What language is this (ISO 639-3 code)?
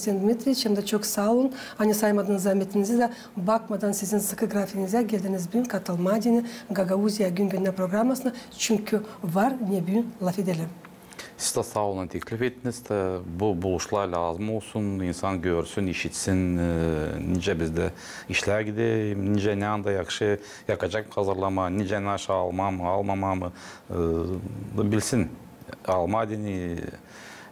gag